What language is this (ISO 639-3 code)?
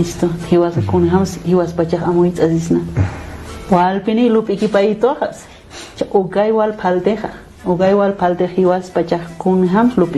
aym